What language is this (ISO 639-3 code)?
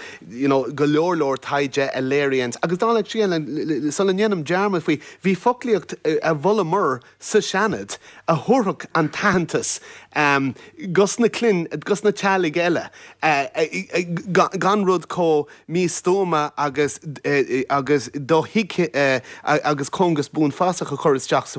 gle